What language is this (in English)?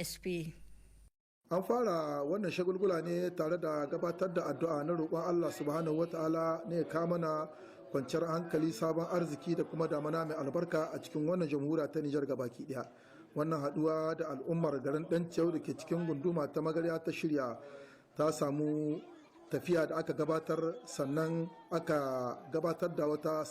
Hausa